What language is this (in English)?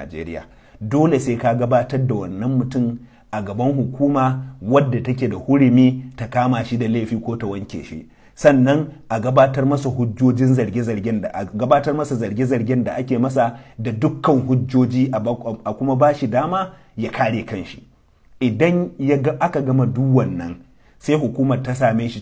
Hausa